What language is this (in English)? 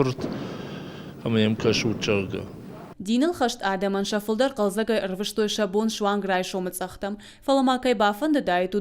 Ossetic